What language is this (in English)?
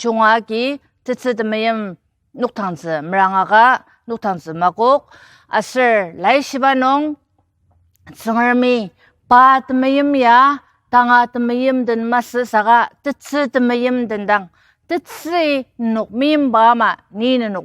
Ao Naga